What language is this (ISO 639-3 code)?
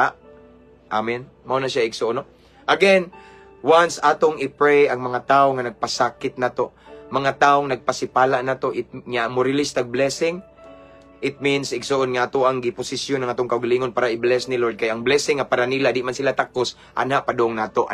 ceb